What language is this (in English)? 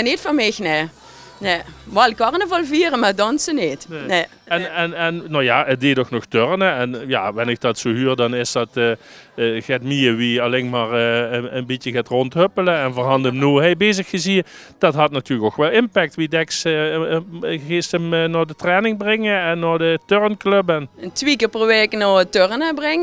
Limburgish